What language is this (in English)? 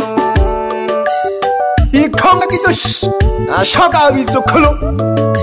Swahili